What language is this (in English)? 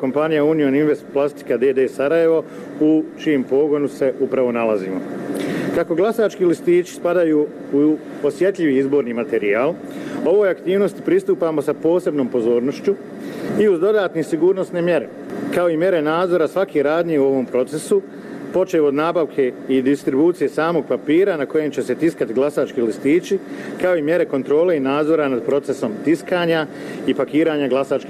Bosnian